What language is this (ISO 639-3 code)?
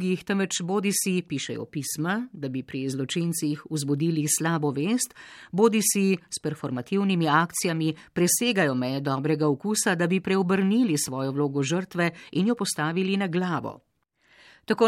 slv